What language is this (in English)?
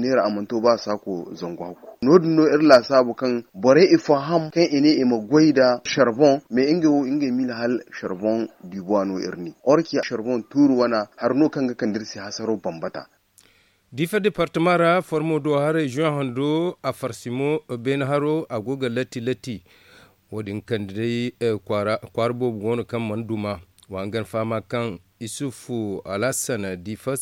Zarma